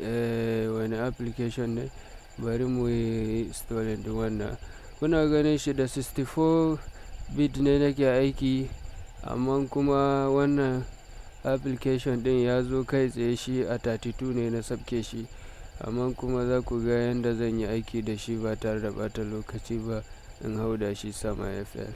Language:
Hausa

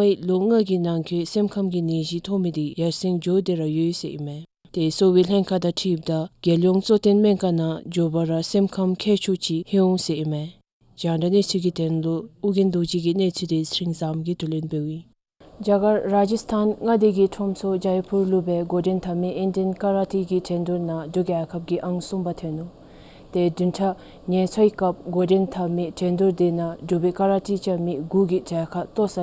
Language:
Dzongkha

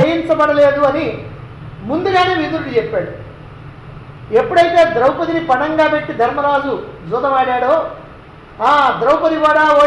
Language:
Telugu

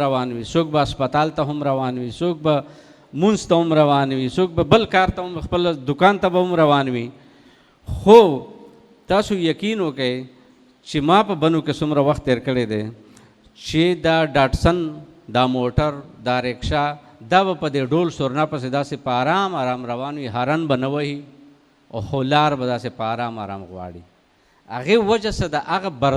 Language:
Pashto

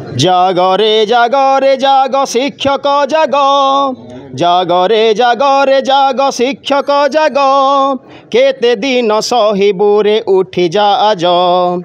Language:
Odia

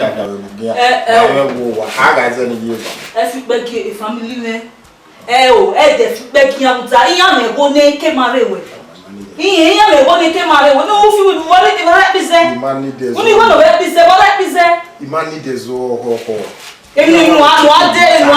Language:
Bini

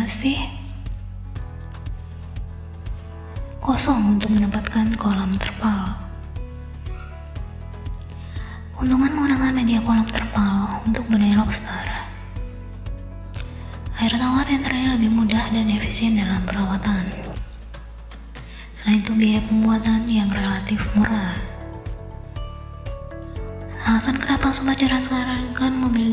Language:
Indonesian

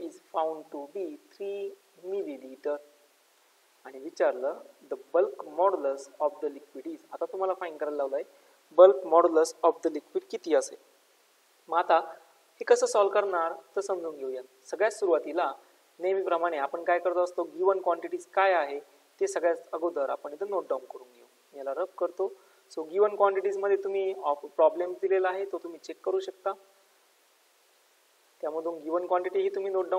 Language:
Marathi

